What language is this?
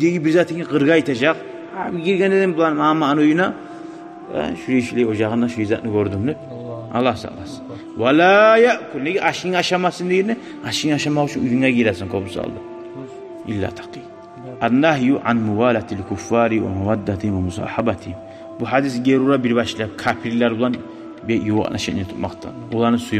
Kumyk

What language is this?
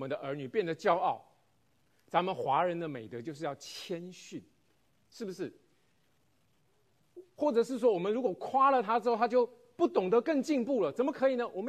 Chinese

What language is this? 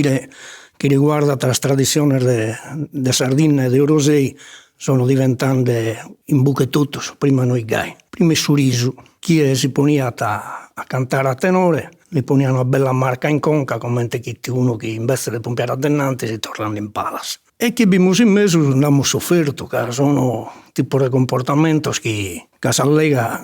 Sardinian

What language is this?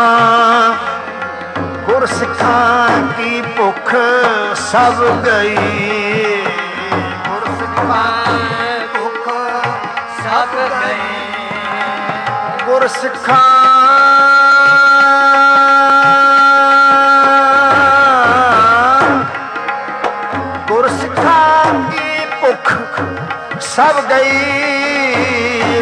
Punjabi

